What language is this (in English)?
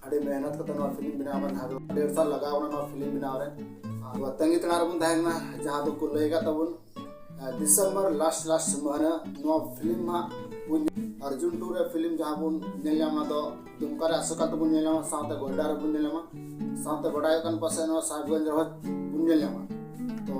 Santali